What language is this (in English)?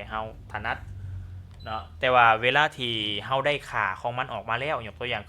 Lao